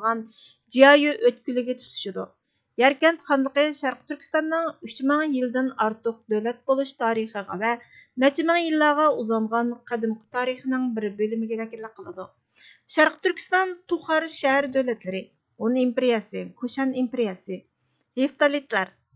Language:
Uyghur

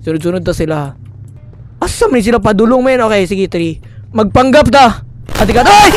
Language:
Cebuano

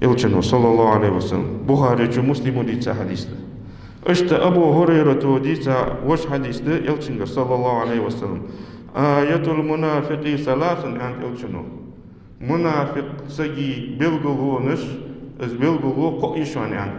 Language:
Ingush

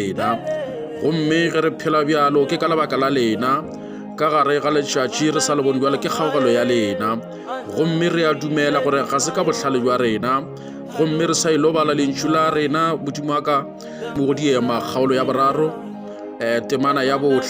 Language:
Northern Sotho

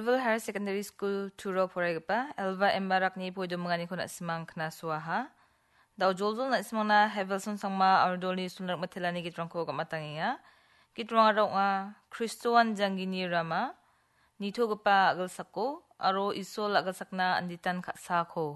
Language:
Garo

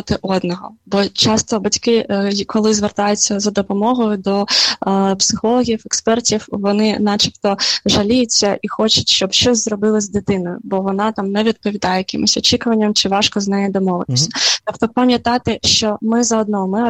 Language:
Ukrainian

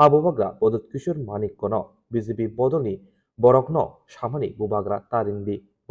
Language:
Kok Borok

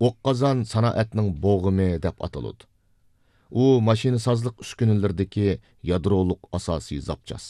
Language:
Uyghur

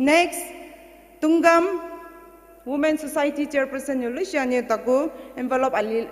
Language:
Poumei Naga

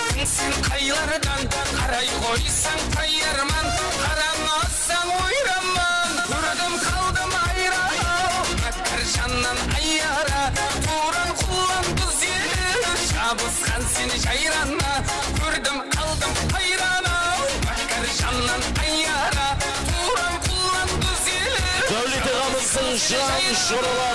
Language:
Kara-Kalpak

